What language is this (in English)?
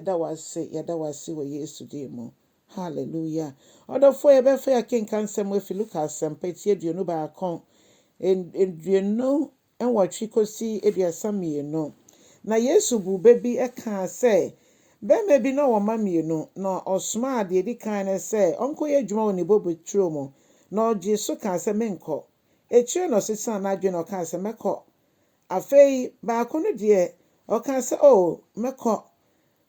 Akan